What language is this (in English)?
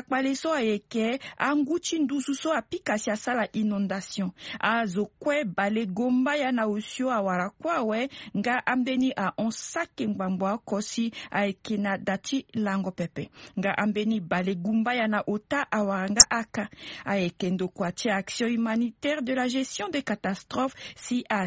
Sango